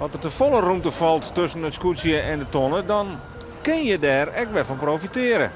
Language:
Western Frisian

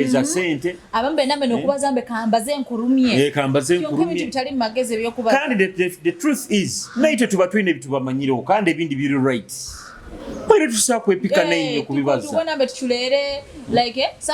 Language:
Nyoro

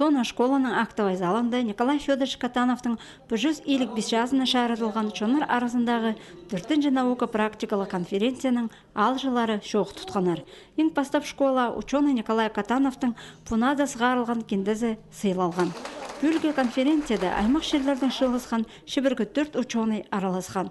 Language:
Khakas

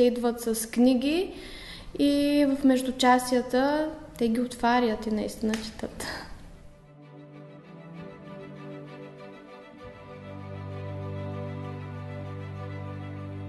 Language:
Bulgarian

